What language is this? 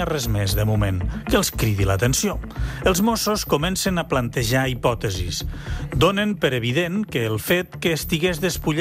Catalan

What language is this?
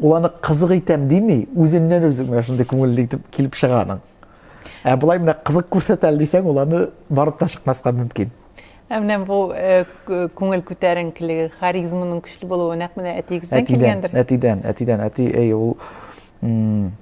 Tatar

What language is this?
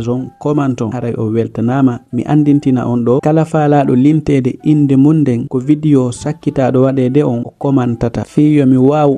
Fula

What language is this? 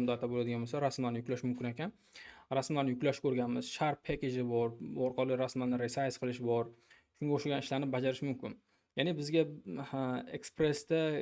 Uzbek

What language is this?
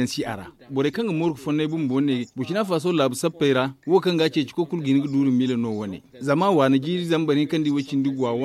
Zarma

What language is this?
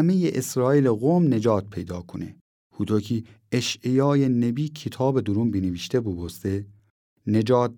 Gilaki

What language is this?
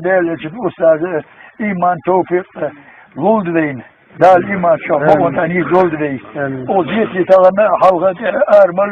Chechen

